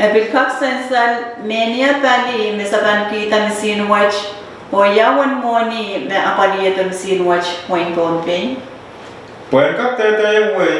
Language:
Pohnpeian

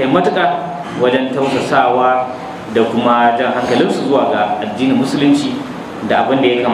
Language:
Hausa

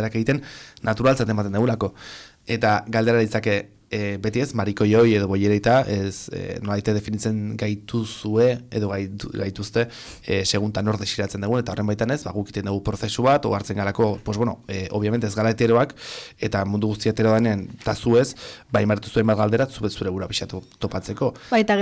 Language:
Basque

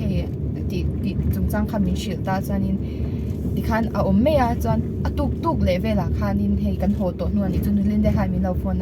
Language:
Mizo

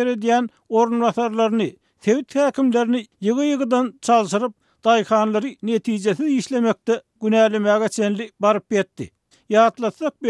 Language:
Turkmen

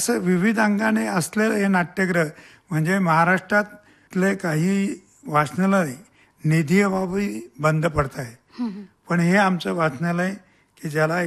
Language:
Marathi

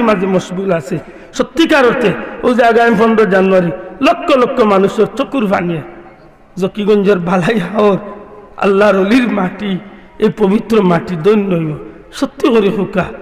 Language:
Sylheti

